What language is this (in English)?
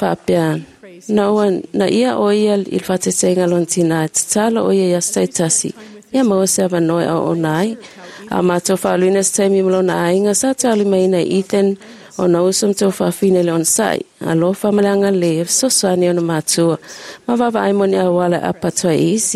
Samoan